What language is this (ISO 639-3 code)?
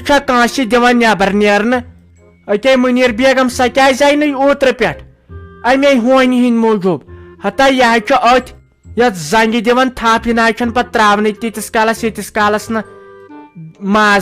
kas